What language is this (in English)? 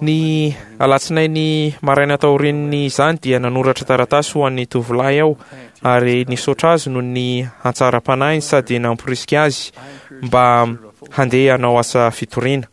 Malagasy